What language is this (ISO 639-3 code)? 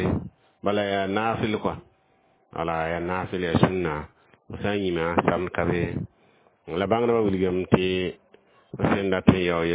mos